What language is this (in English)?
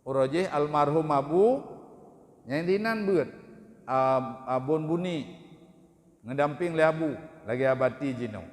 Achinese